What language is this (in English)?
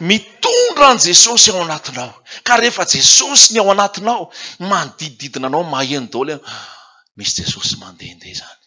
Malagasy